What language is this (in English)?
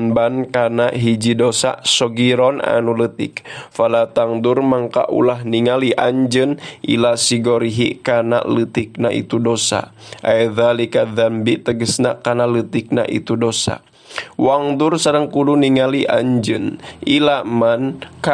Sundanese